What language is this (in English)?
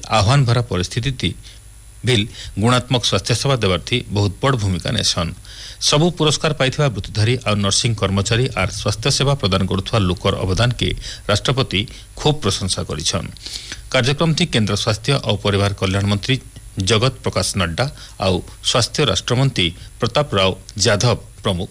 Odia